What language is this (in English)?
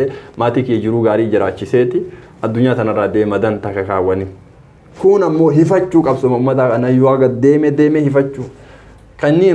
Oromo